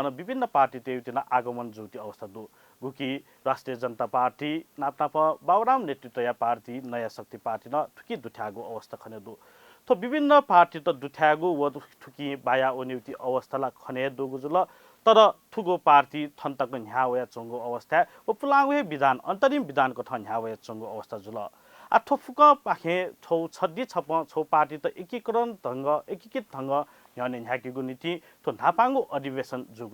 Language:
Newari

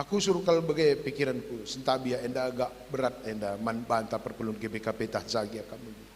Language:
Batak Karo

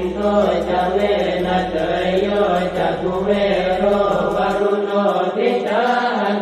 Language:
Pali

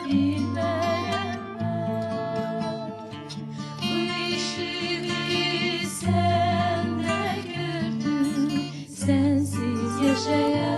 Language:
South Azerbaijani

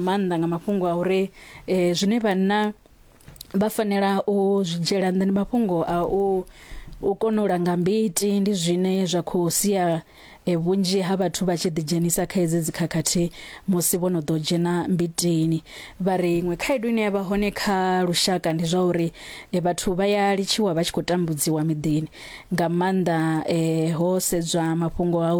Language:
Venda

